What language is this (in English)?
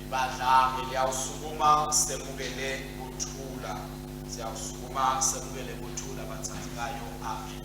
Swati